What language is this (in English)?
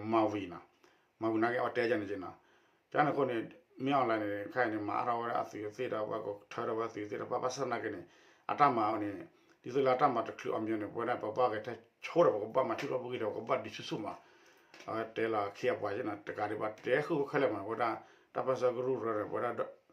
S'gaw Karen